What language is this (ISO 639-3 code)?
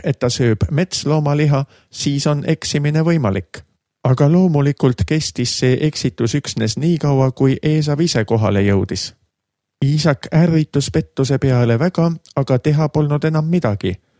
est